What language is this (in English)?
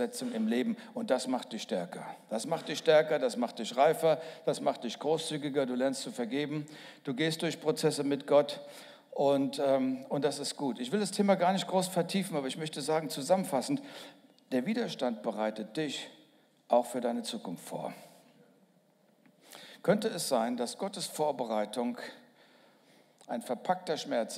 German